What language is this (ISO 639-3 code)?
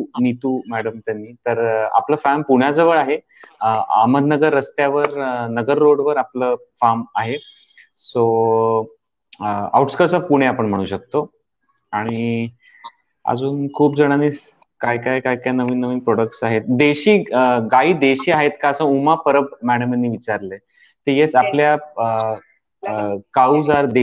mar